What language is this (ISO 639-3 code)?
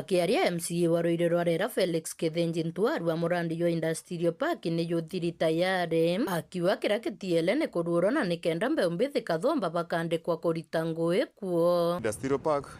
mer